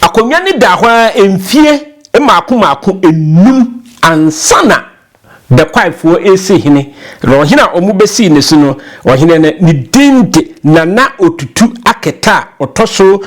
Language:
Akan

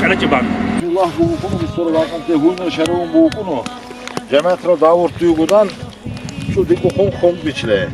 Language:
Lak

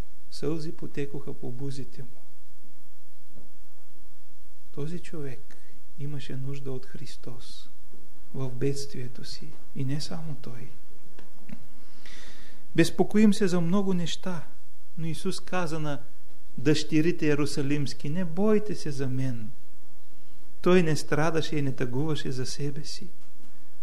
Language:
Bulgarian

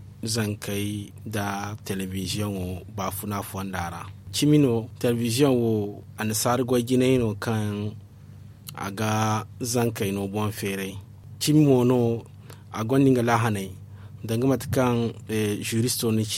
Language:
Zarma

